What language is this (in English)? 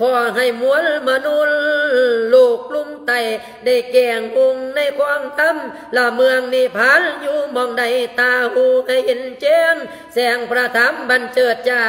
Lao